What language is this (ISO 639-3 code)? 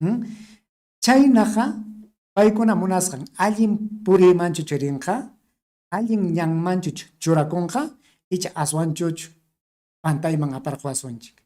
quy